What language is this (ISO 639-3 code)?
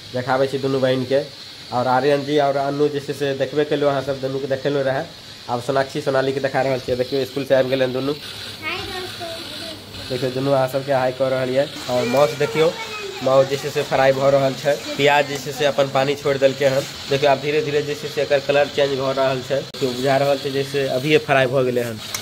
mai